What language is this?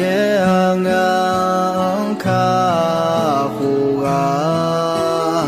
Akha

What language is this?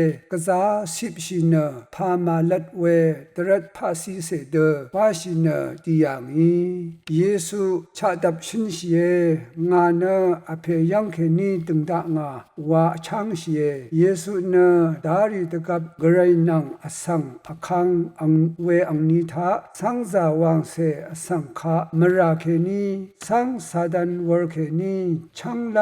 Rawang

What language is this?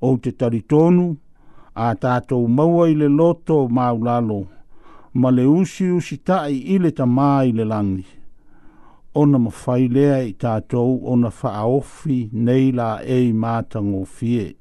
Samoan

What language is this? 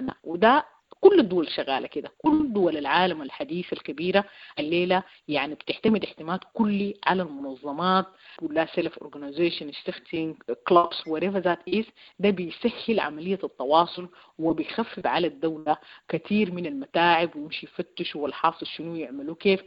Sudanese Arabic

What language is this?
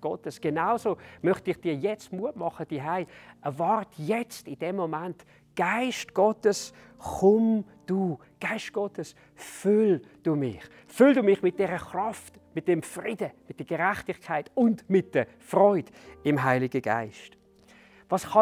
Swiss German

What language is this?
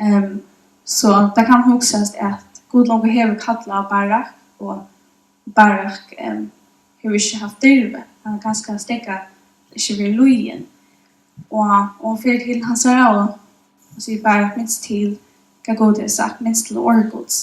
Faroese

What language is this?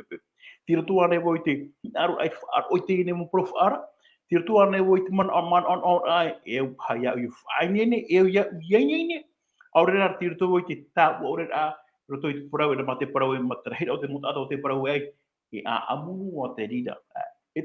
Tahitian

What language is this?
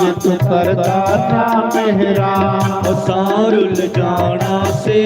Dogri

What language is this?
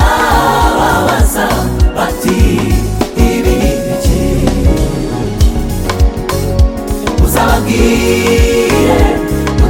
Kinyarwanda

